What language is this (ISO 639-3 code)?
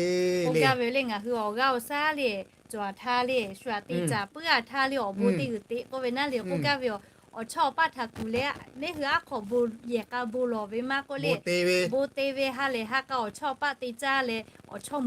lhu